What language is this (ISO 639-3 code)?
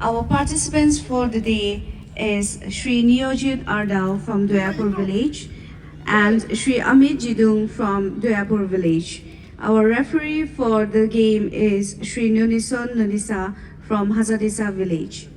dis